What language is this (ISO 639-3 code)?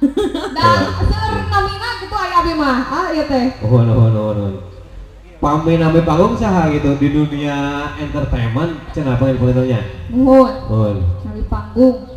sun